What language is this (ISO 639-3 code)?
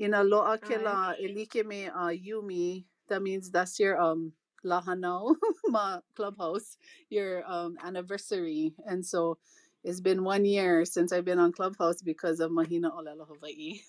haw